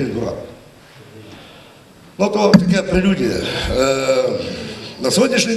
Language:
Ukrainian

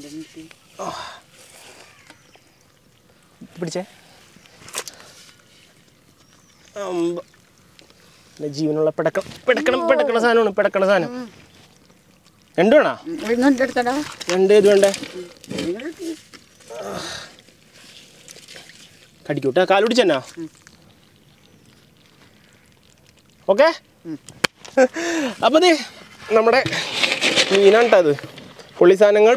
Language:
Malayalam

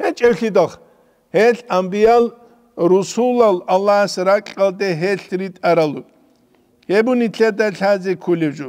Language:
Avaric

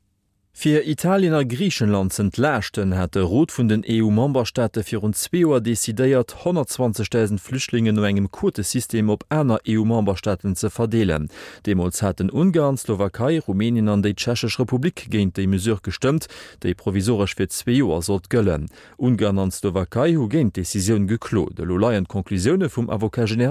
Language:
Luxembourgish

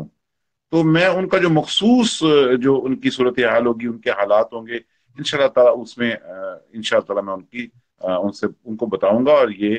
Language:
Urdu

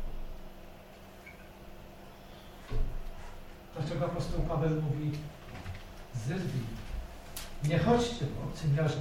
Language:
Polish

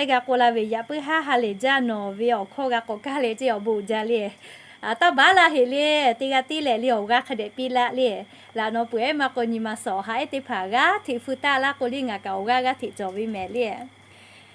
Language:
Lahu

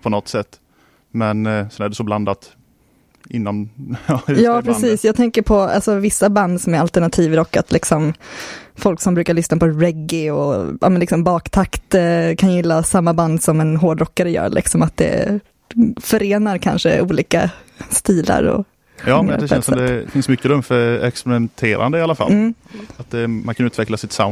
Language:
Swedish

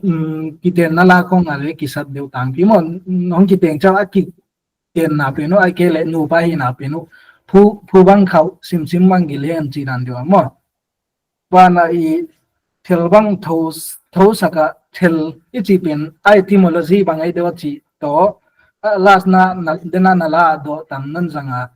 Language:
Paite Chin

